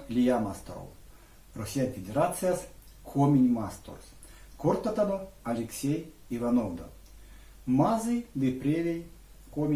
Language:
Erzya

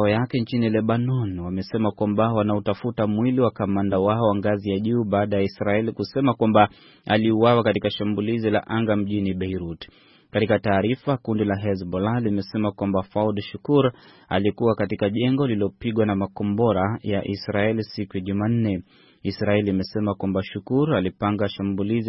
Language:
Swahili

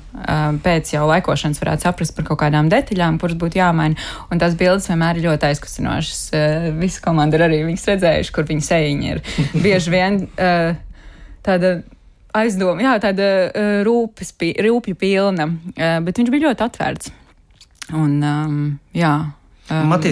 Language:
Latvian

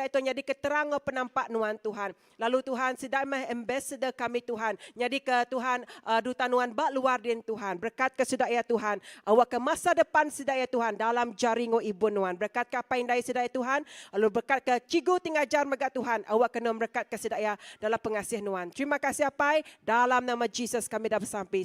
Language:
Iban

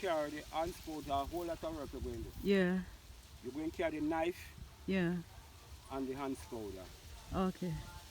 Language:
Jamaican Creole English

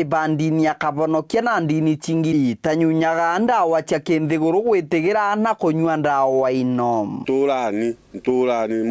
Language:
Meru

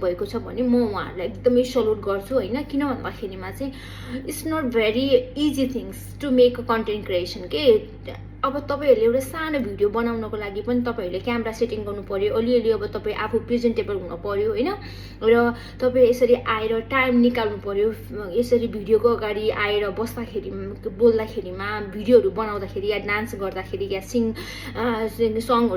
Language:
Nepali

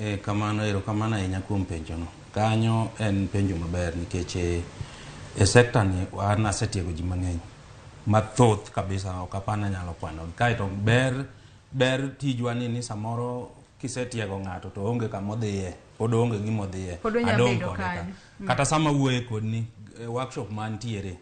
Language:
Luo (Kenya and Tanzania)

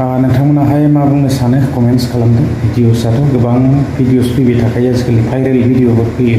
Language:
Bodo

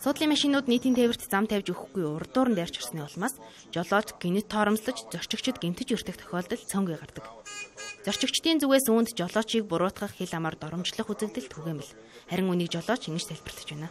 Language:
Mongolian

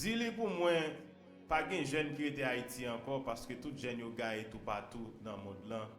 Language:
Haitian Creole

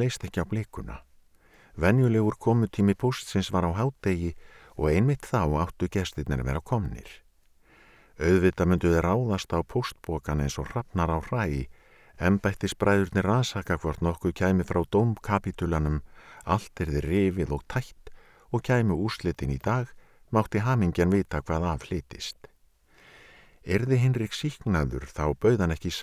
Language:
Icelandic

